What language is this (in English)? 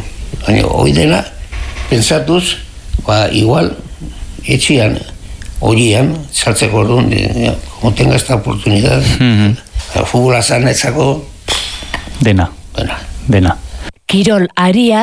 Basque